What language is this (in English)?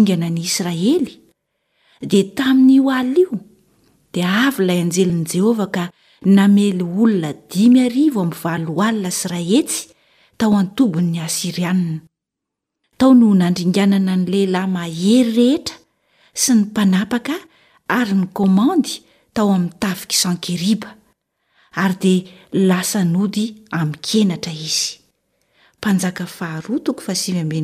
Malagasy